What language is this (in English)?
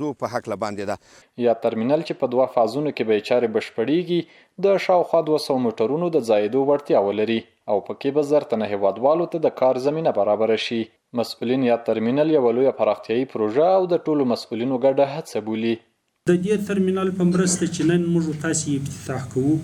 Pashto